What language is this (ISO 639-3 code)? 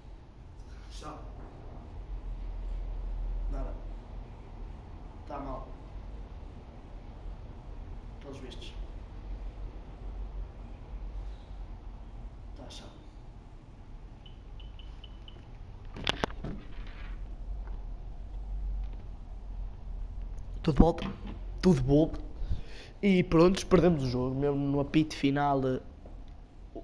por